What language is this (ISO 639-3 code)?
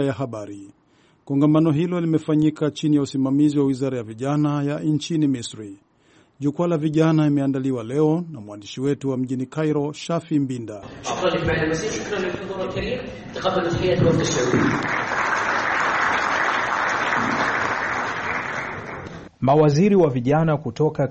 swa